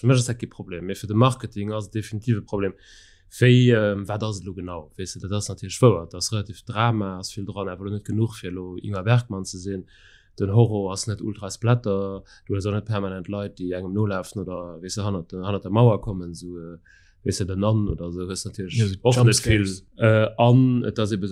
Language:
Luxembourgish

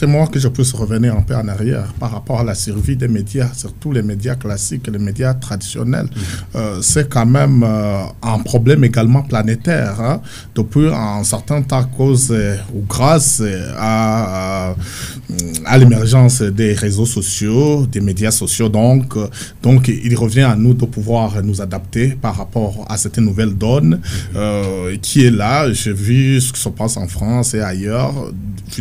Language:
French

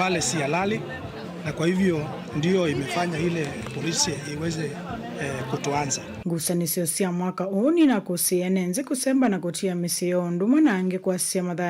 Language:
Kamba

